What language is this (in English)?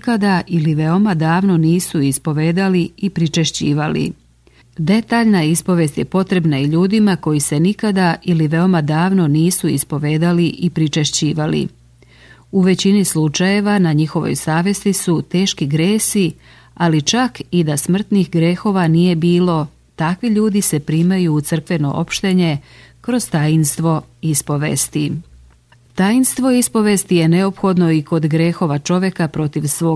Serbian